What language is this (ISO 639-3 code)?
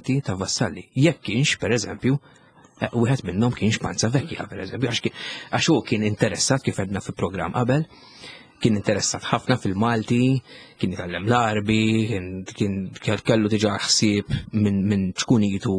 mlt